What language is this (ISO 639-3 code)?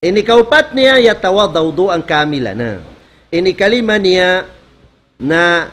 tsg